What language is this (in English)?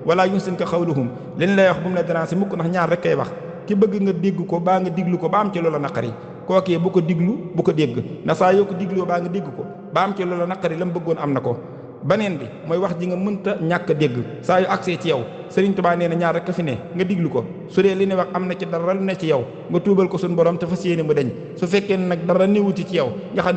Wolof